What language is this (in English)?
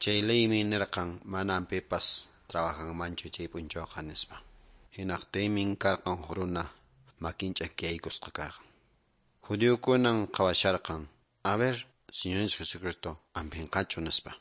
Quechua